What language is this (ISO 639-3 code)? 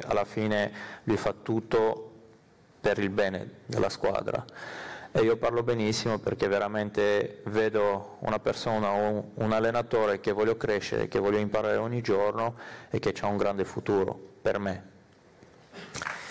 ita